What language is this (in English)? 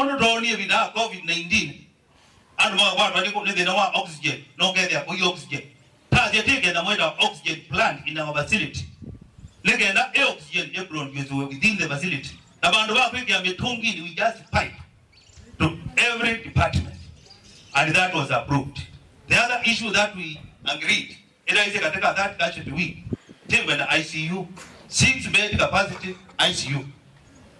Kamba